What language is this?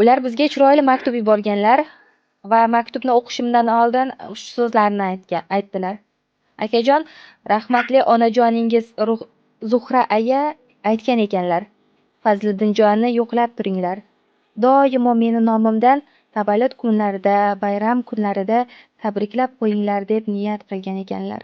Uzbek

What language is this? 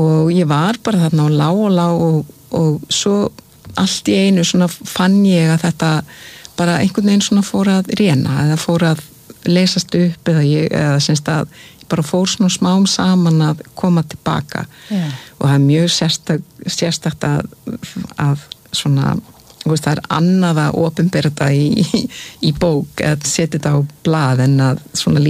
Icelandic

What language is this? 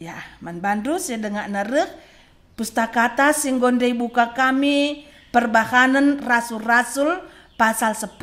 Batak Karo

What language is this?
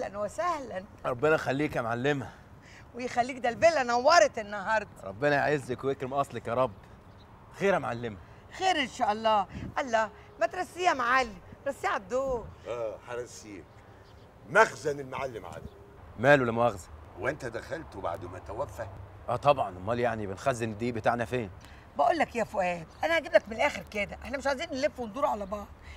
Egyptian Arabic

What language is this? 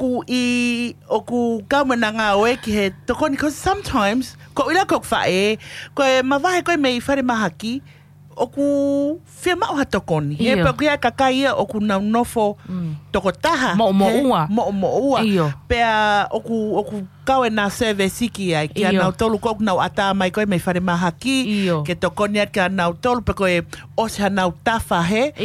Tongan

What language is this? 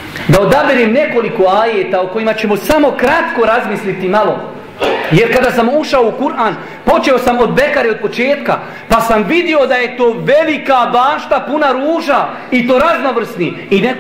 Bosnian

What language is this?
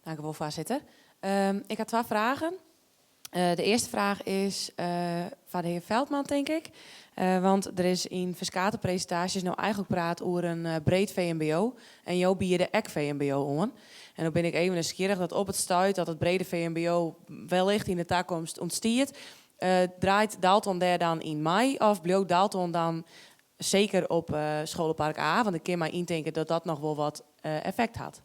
Western Frisian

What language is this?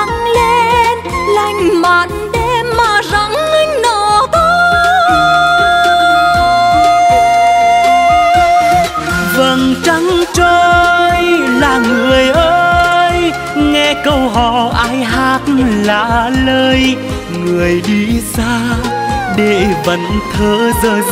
Vietnamese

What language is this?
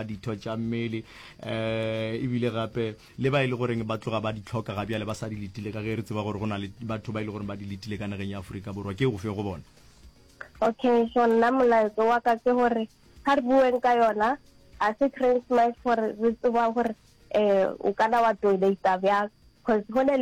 Northern Sotho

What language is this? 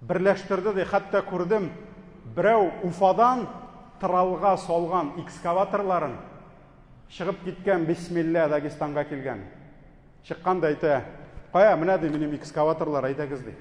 Tatar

